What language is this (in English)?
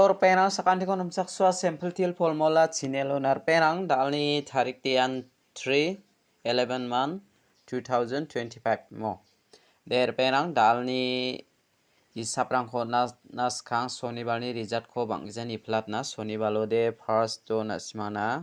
Garo